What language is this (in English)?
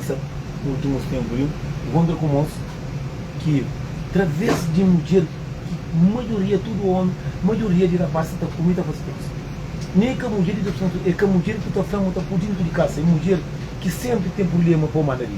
Kabuverdianu